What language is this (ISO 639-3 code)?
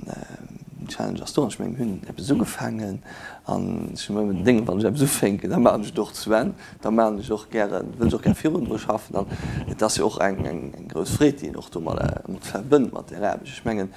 ltz